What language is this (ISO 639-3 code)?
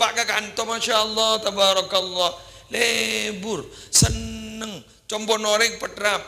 mad